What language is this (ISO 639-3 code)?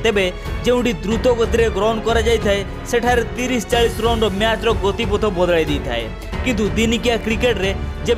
ori